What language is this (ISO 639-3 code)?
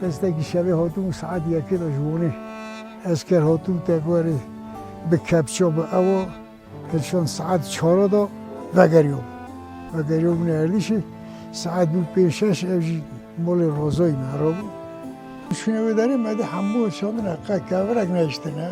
kur